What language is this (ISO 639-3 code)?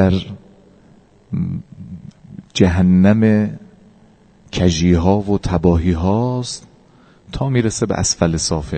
fas